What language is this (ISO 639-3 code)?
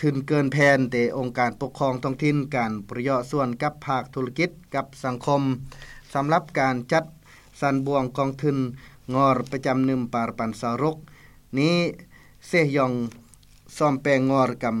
lao